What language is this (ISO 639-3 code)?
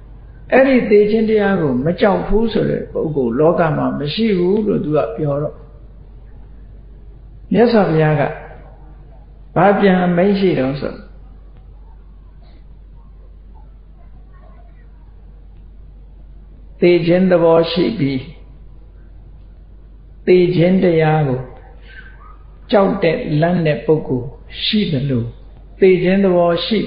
mya